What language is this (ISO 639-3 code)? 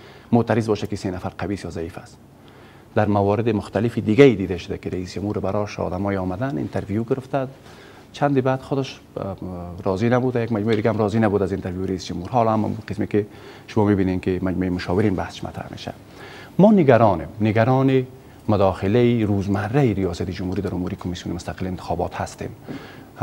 fas